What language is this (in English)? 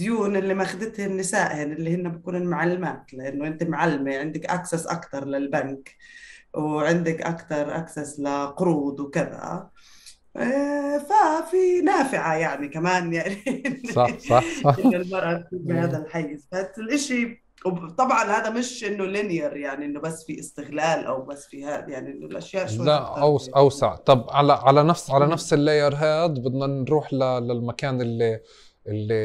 North Levantine Arabic